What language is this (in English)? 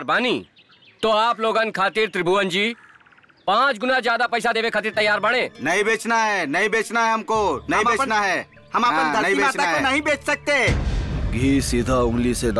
Bhojpuri